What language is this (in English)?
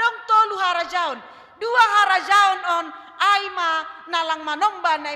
Batak Simalungun